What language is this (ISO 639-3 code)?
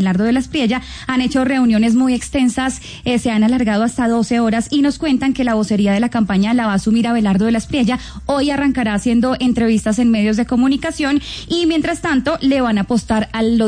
spa